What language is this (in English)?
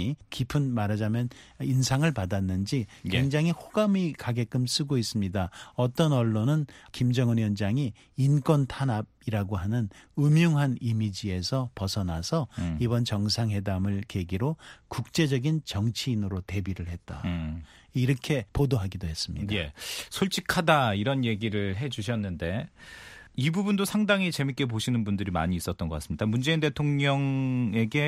Korean